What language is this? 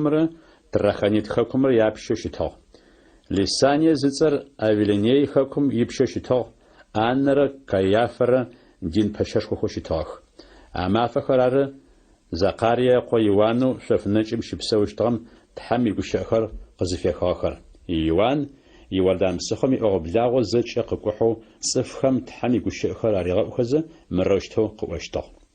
Adyghe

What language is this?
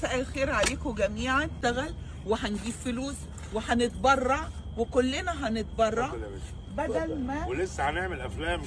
Egyptian Arabic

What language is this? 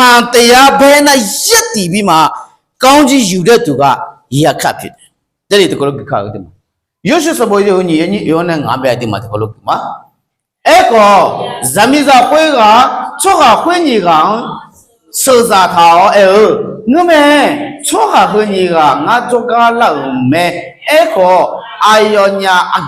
Akha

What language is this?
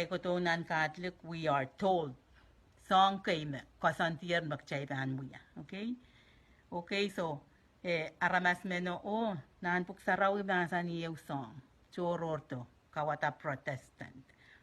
Pohnpeian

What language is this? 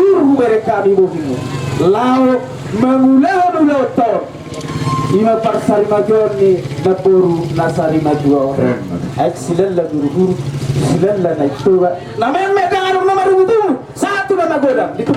Batak Toba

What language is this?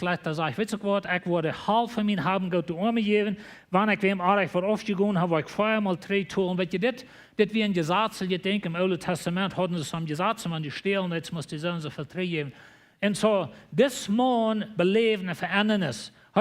Plautdietsch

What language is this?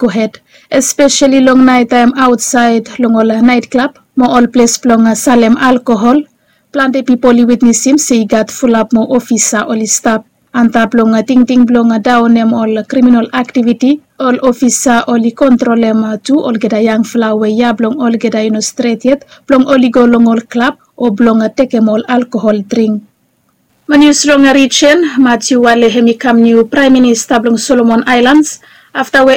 Bislama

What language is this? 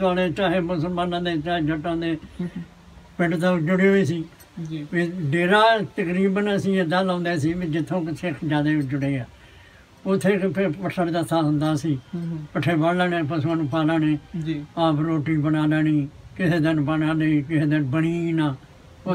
Punjabi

